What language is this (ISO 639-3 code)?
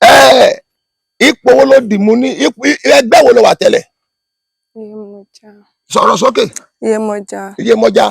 yor